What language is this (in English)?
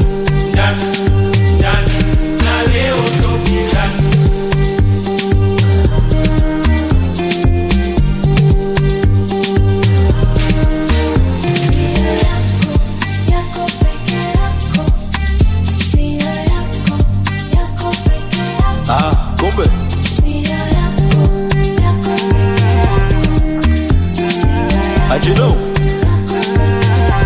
Swahili